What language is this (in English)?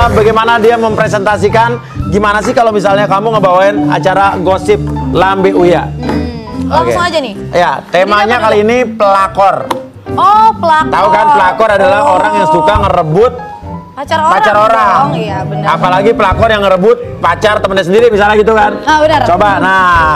Indonesian